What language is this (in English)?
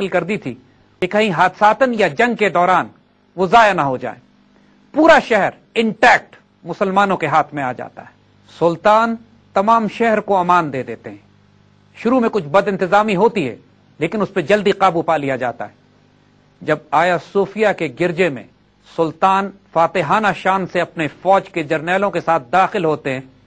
Urdu